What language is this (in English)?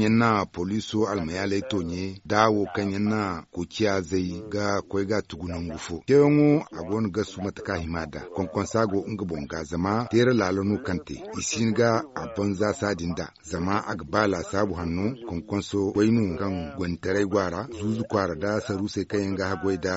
Zarma